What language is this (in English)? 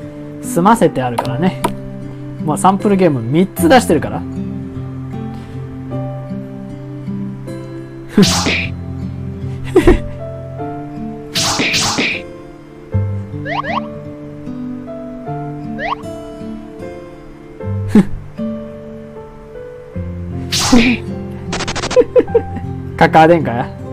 Japanese